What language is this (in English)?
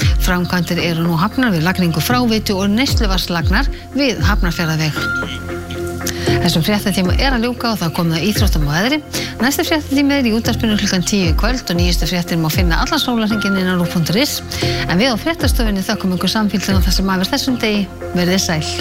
Icelandic